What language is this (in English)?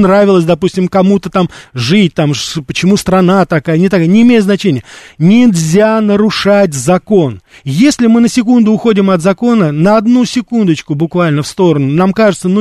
Russian